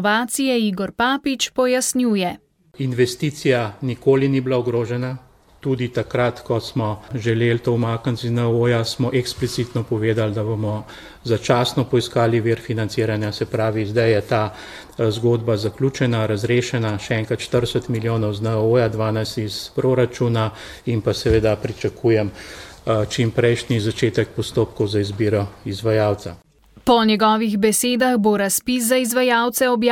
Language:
Slovenian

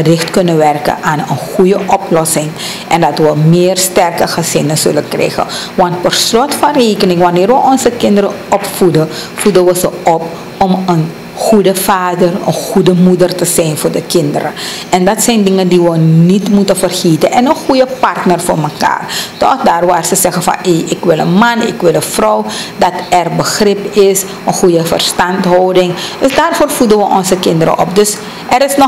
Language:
Dutch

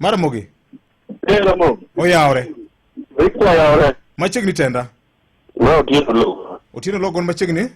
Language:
Luo (Kenya and Tanzania)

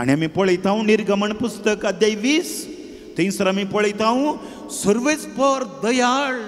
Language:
Konkani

